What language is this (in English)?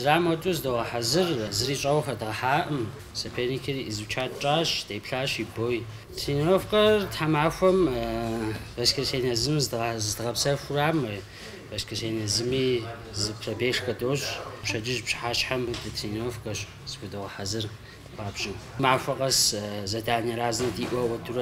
Kabardian